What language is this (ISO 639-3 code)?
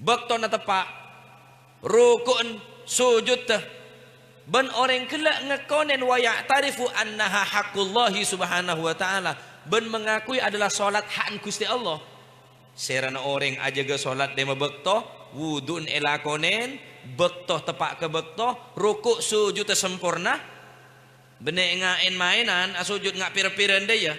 mad